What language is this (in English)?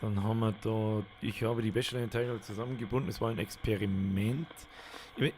Bavarian